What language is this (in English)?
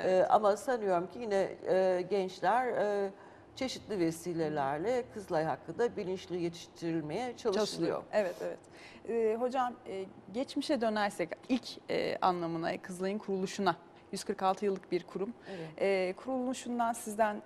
Turkish